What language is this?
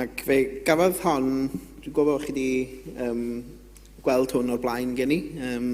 Welsh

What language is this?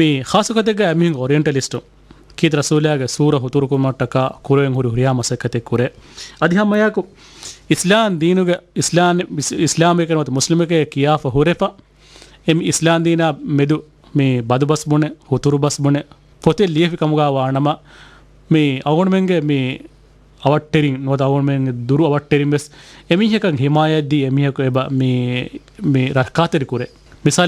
Divehi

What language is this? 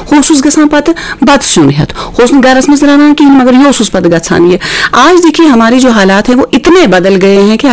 Kashmiri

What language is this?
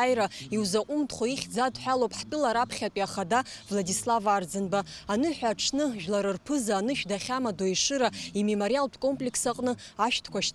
Abkhazian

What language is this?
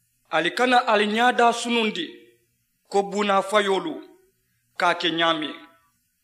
Mandingo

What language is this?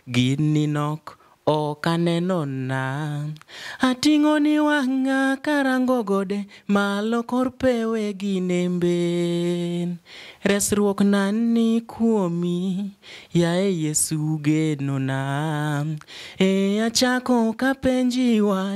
Luo (Kenya and Tanzania)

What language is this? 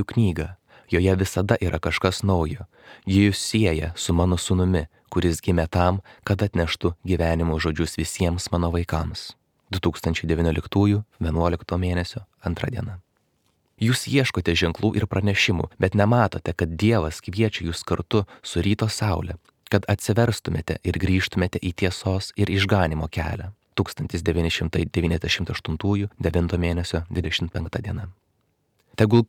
Lithuanian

